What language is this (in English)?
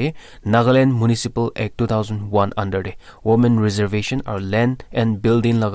Naga Pidgin